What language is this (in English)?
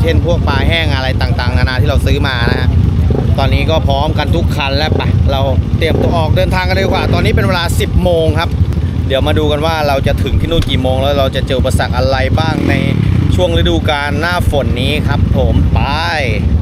Thai